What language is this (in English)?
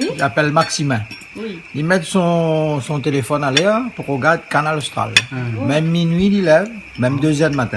Réunion Creole French